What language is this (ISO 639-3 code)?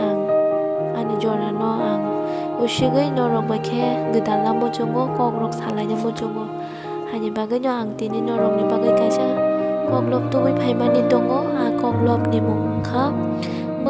trp